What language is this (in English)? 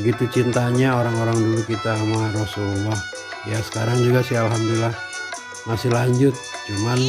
Betawi